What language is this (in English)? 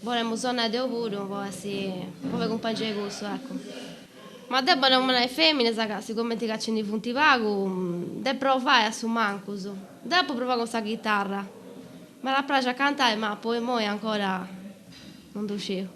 Sardinian